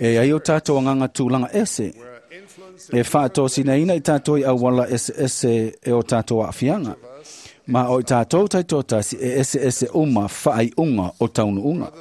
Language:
Samoan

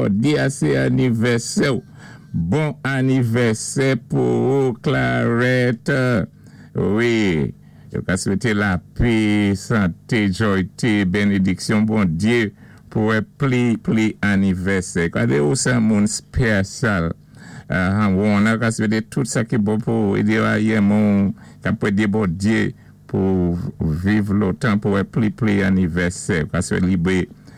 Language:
Saint Lucian Creole French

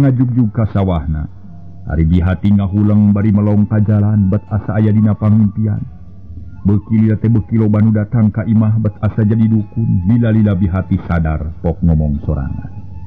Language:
Sundanese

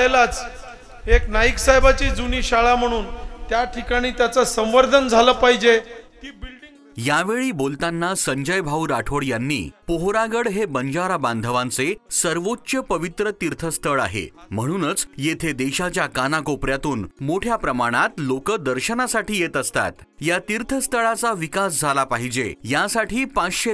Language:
Marathi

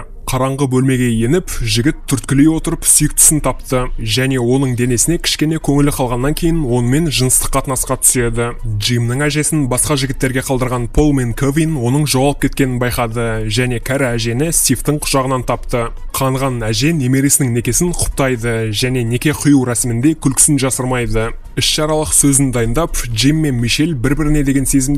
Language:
Kazakh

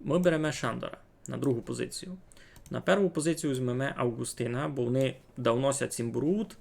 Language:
Rusyn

